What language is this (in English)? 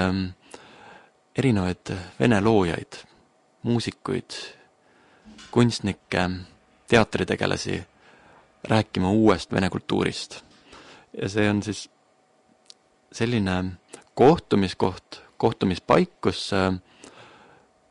Estonian